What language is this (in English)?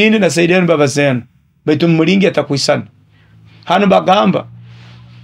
Nyoro